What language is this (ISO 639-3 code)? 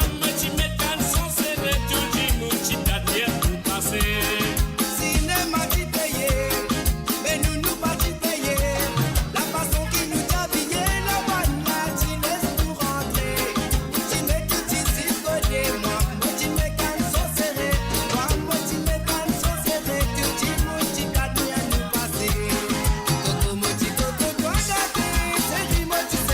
mfe